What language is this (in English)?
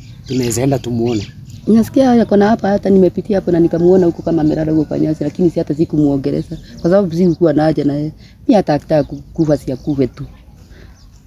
Swahili